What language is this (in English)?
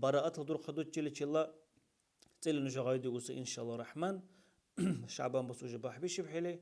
Dargwa